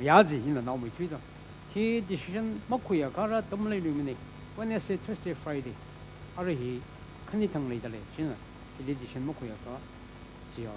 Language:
Tangkhul Naga (India)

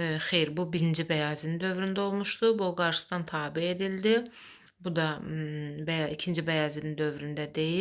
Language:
Azerbaijani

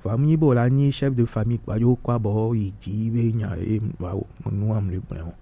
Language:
Gen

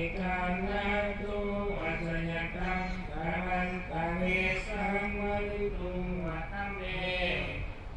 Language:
Pali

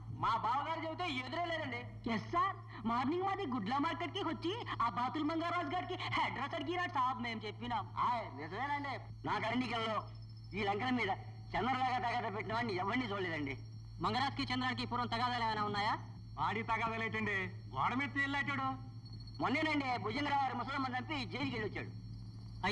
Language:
Telugu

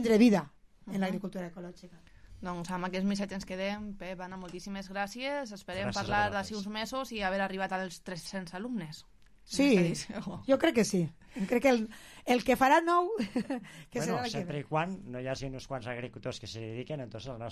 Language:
Catalan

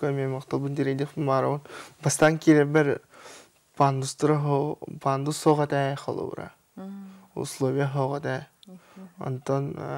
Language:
Yakut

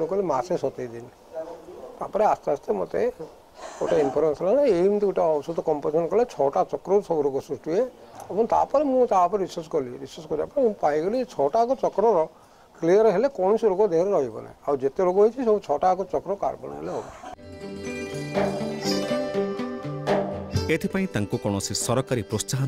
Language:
Odia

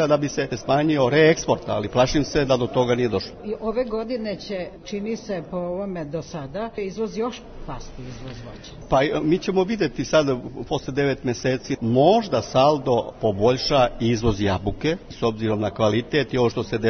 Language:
Serbian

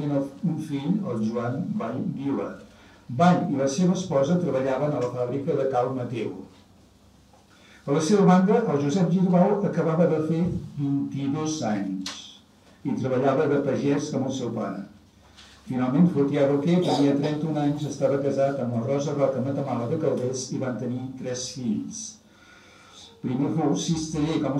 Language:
Catalan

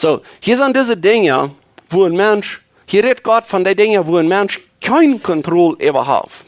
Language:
Plautdietsch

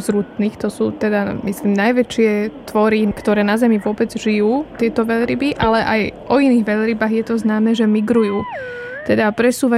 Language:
Slovak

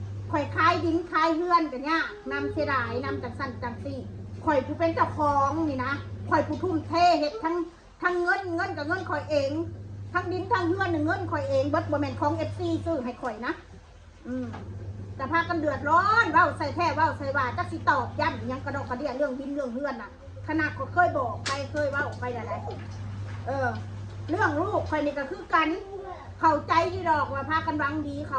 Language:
Northeastern Thai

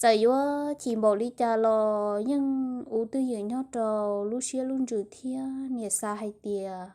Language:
Hmong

